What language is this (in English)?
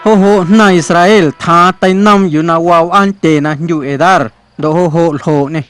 Guerrero Amuzgo